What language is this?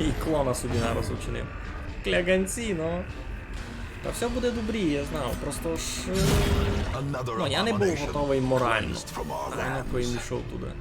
Rusyn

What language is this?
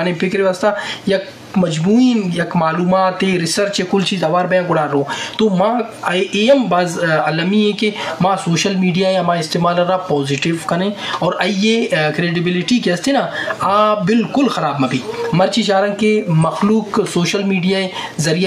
Baluchi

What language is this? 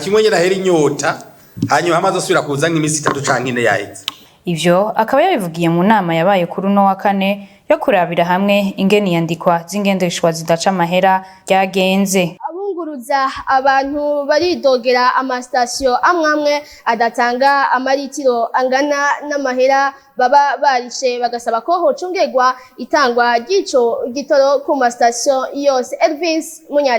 Rundi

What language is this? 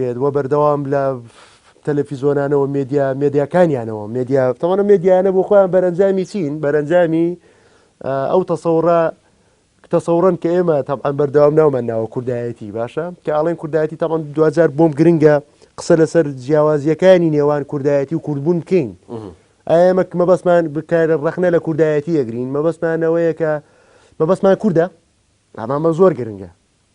Central Kurdish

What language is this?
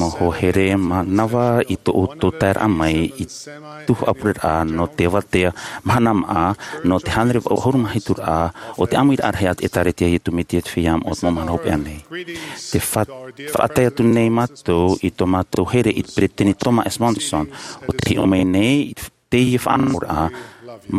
Tahitian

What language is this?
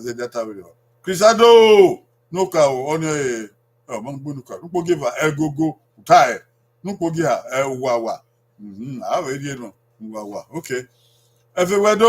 Bini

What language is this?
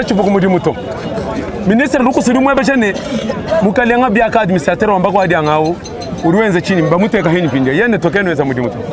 Luba-Lulua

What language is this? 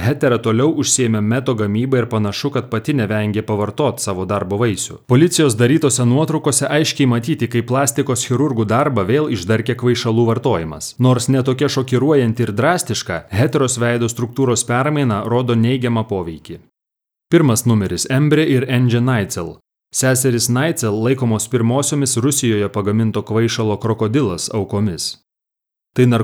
Lithuanian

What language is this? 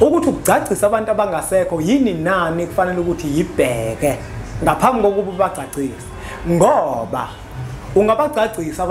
Zulu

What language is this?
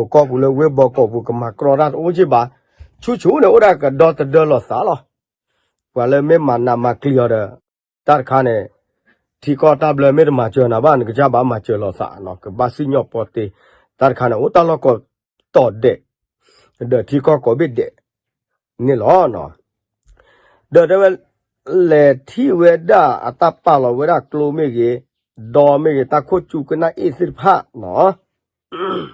S'gaw Karen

